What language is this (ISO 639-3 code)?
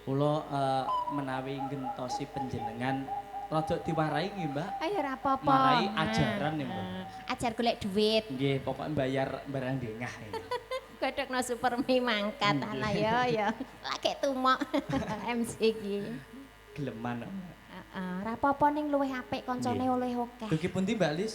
jav